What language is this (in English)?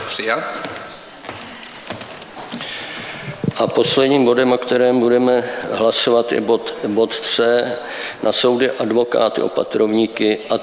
Czech